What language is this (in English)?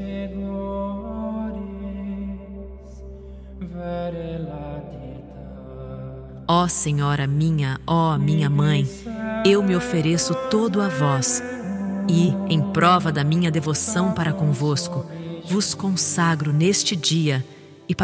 Portuguese